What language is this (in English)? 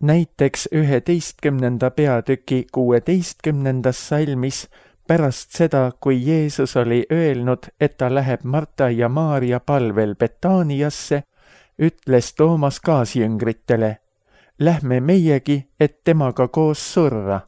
Estonian